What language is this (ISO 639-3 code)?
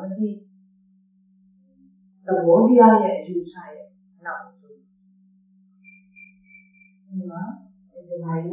mya